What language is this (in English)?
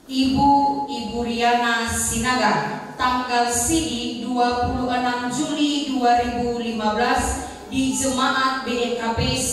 Nias